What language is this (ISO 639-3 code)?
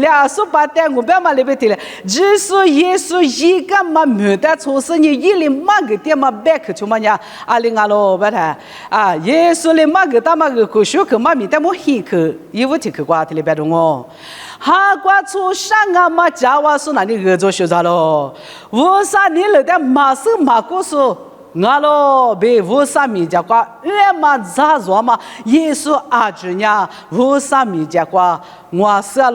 lis